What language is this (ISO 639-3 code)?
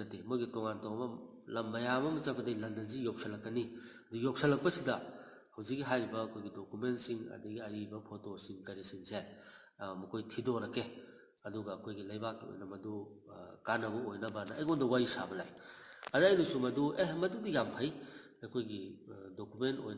mni